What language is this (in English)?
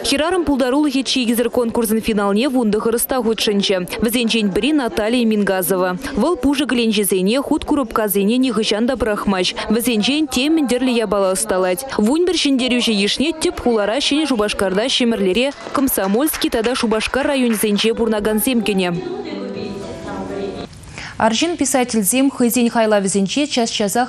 Chuvash